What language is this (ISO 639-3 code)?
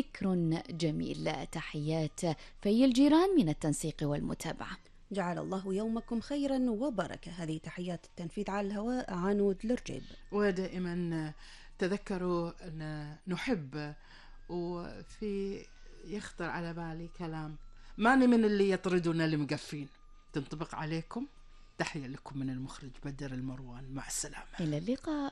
afb